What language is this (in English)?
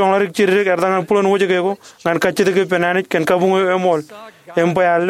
Marshallese